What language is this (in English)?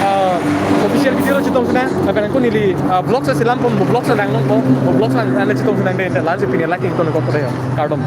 Karbi